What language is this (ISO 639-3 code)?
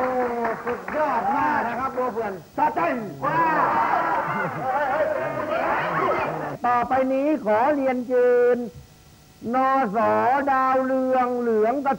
tha